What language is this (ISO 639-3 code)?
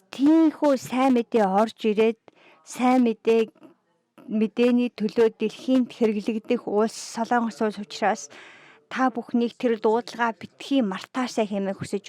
mon